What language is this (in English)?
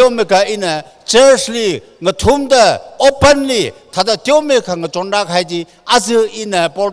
Tangkhul Naga (India)